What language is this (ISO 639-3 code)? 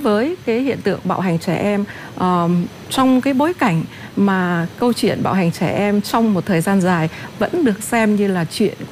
vie